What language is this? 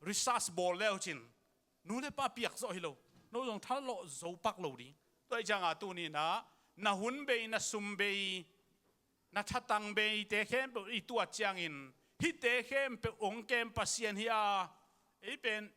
Tedim Chin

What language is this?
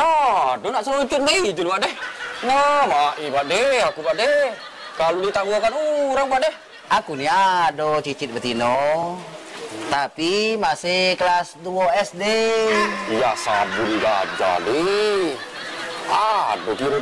Musi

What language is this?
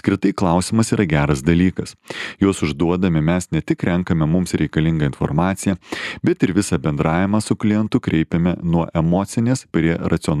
Lithuanian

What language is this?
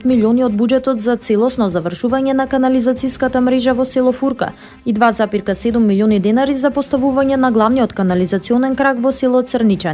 Macedonian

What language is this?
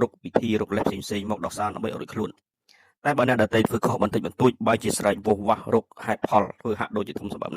Khmer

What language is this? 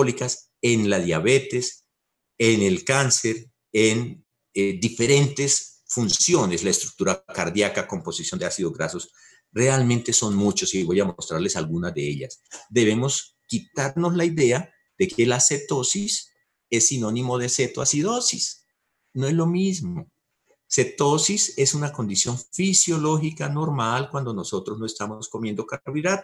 Spanish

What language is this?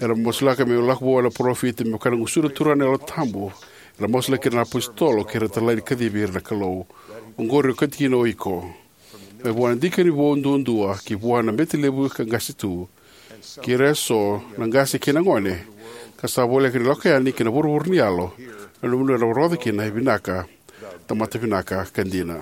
Fijian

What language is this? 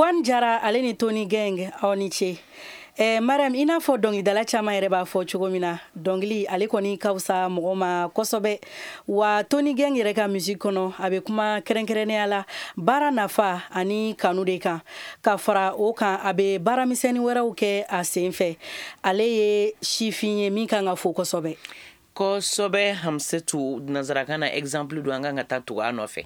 Bambara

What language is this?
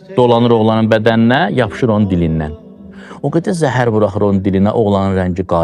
Azerbaijani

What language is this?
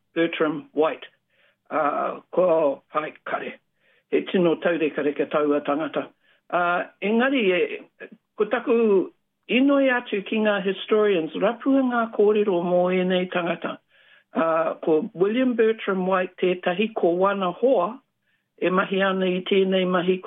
Māori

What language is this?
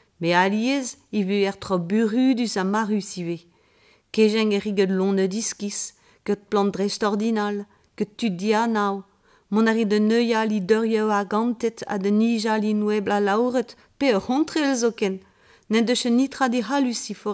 Breton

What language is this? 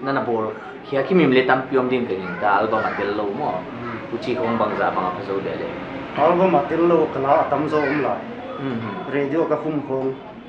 Paite Chin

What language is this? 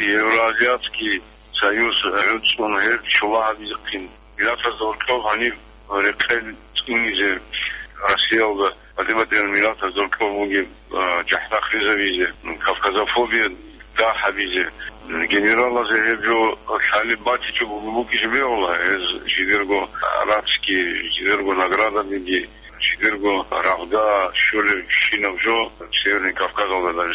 Avaric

